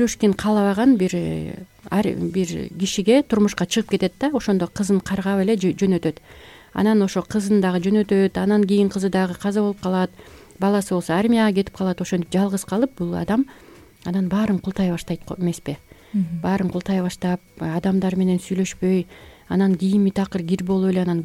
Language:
Kyrgyz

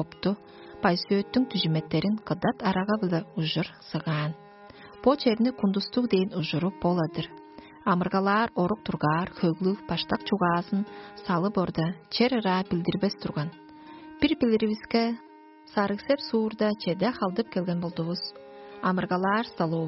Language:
Tuvinian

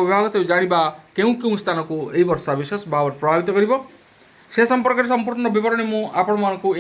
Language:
Odia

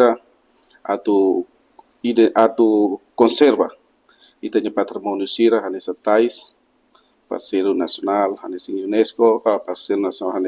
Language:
Tetum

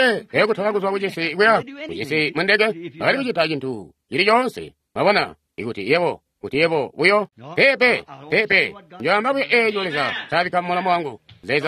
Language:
Tonga (Zambia)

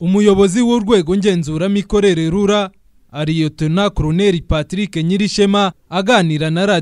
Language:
Kinyarwanda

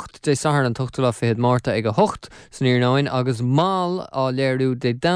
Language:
Irish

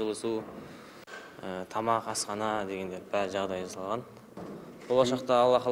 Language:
Kazakh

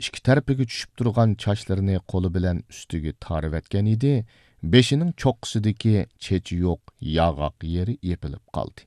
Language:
Uyghur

